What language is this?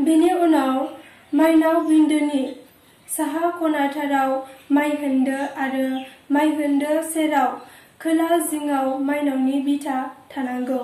Bodo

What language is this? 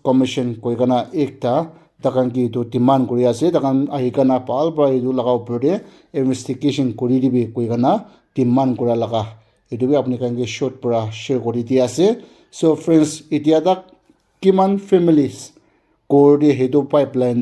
Naga Pidgin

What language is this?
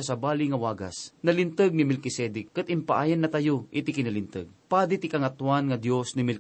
Iloko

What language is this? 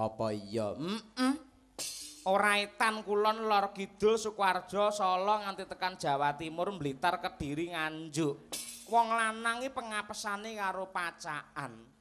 Javanese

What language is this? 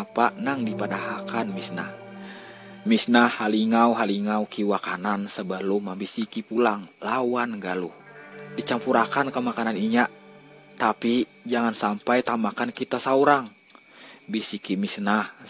Banjar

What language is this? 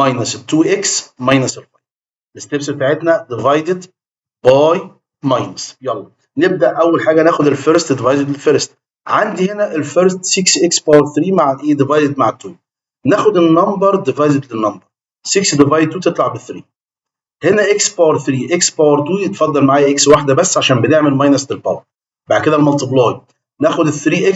Egyptian Arabic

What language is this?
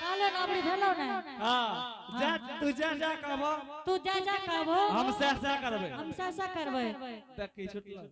Angika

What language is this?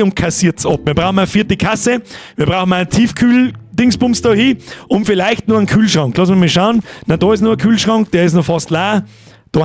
Bavarian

